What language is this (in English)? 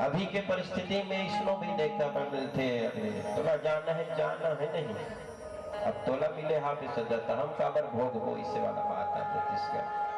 Chhattisgarhi